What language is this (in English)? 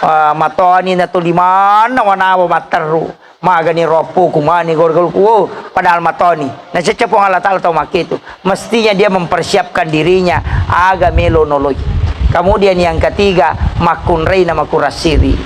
Buginese